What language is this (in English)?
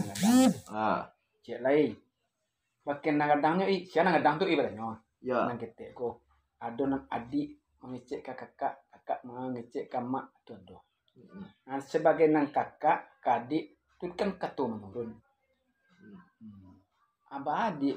Minangkabau